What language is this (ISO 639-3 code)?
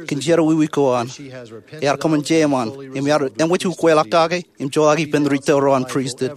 mah